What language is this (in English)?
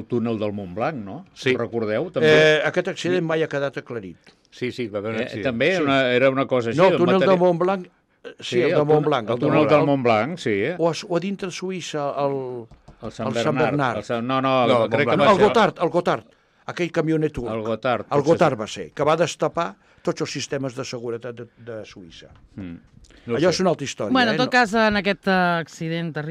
Catalan